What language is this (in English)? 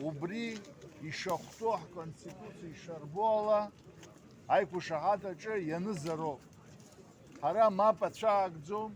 Abkhazian